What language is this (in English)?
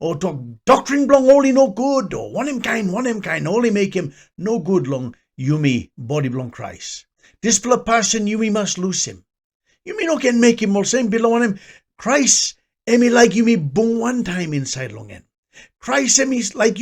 Tok Pisin